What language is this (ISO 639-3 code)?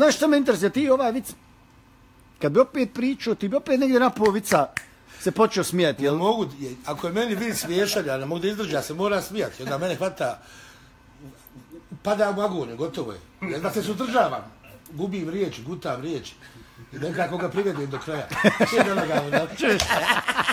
bos